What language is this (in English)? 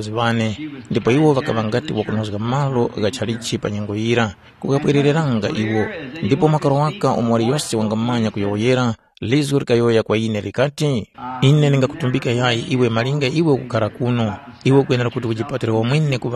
Tumbuka